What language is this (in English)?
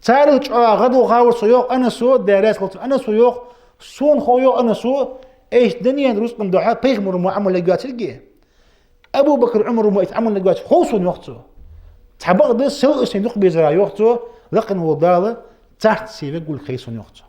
Ingush